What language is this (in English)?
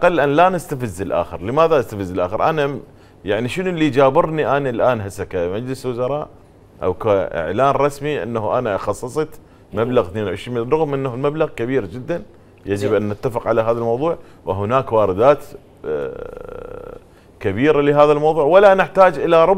Mesopotamian Arabic